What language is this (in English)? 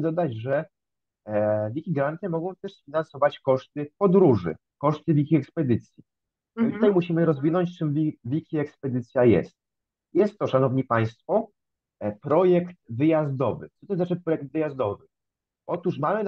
Polish